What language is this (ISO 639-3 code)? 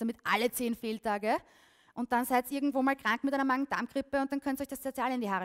deu